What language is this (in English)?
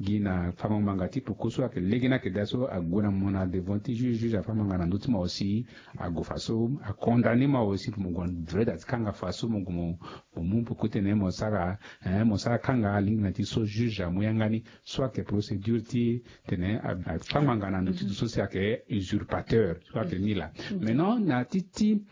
Sango